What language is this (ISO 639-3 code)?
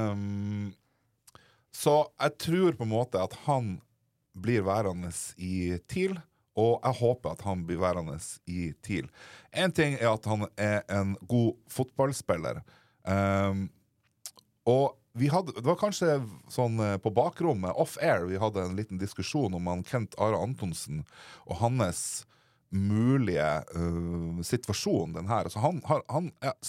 nor